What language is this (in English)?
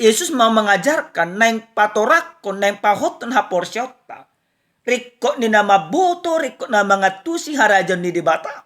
Batak Toba